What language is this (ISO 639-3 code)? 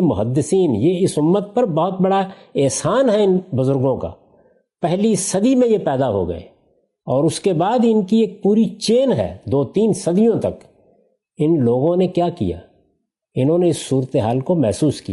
urd